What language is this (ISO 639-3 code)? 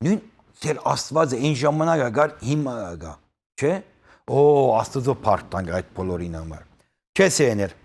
hyw